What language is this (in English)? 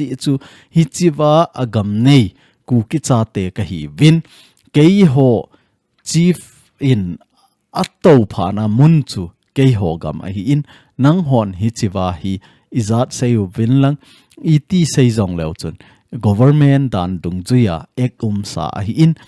Thado Chin